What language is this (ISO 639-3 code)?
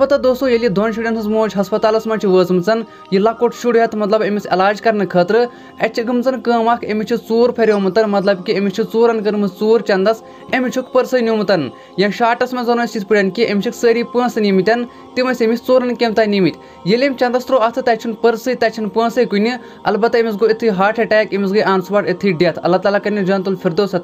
kas